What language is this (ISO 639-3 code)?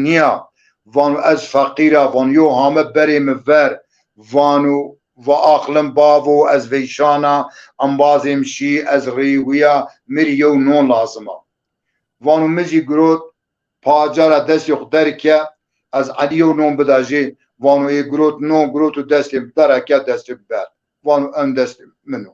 zza